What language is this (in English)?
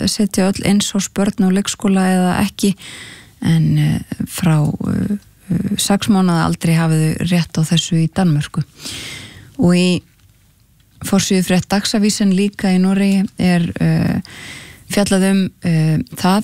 Icelandic